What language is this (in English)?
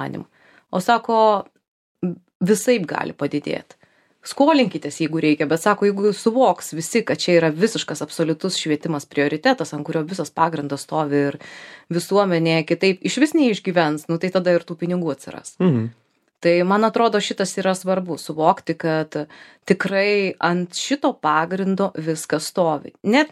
Lithuanian